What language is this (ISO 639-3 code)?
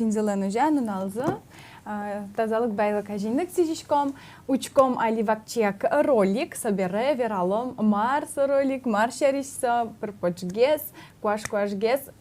udm